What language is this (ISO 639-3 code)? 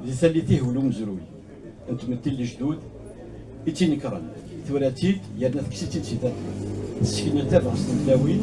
kab